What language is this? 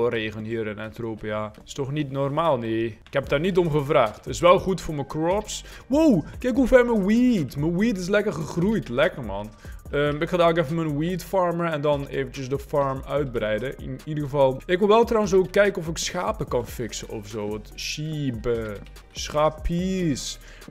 Dutch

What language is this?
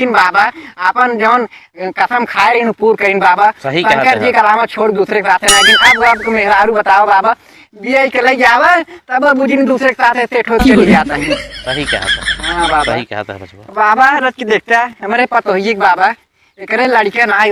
Awadhi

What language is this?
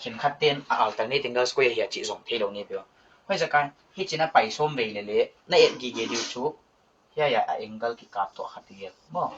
Paite Chin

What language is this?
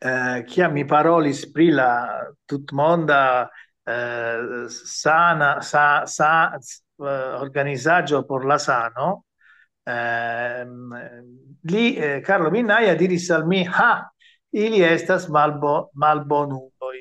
Esperanto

